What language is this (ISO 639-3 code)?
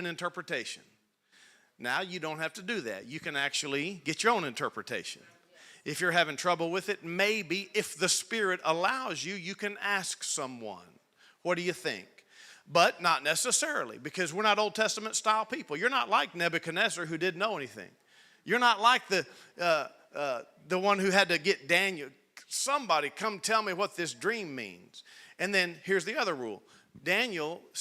eng